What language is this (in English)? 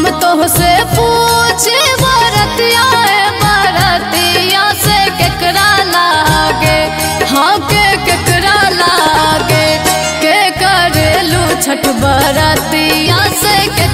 Bhojpuri